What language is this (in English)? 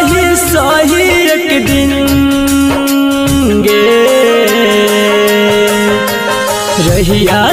Maithili